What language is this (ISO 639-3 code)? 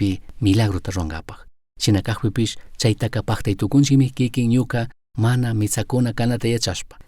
qug